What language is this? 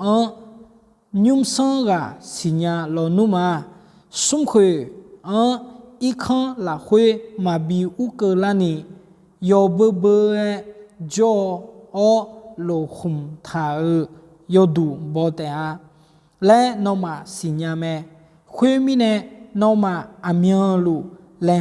Akha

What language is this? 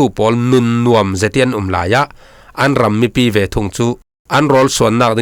Falam Chin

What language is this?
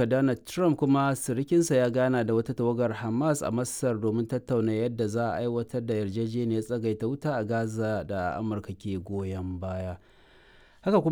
Hausa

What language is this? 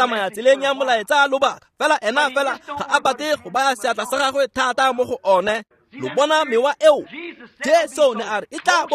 Tswana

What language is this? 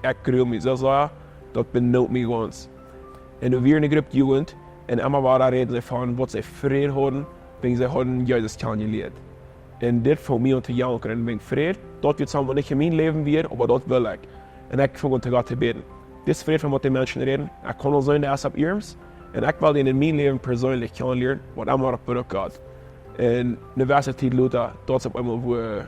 Plautdietsch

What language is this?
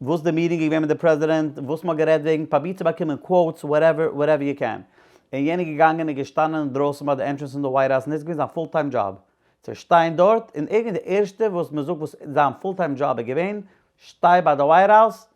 Yiddish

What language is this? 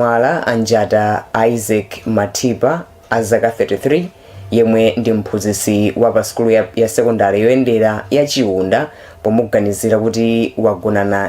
Nyanja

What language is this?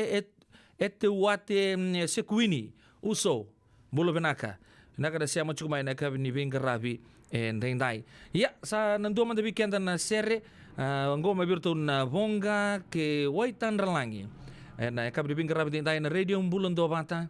Fijian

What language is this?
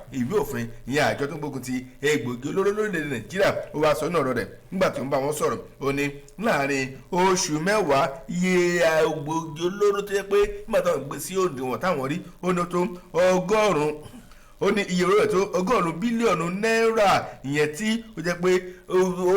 Yoruba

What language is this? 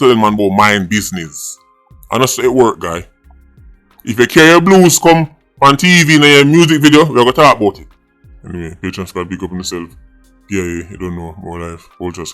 Jamaican Creole English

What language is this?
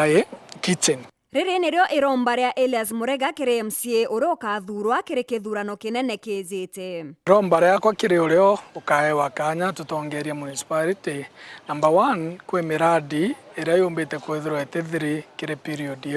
Meru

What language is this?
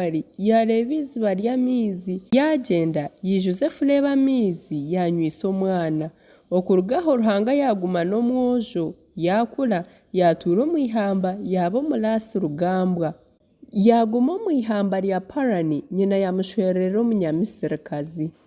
Nyankole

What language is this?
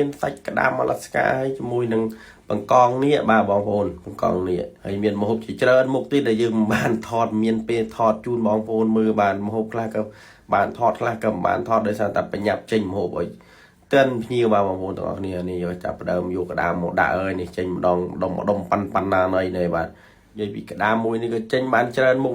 Khmer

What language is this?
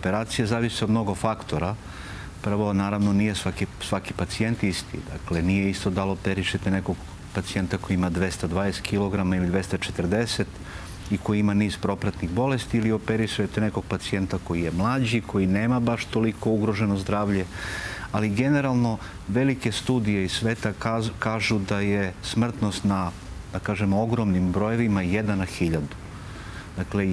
Serbian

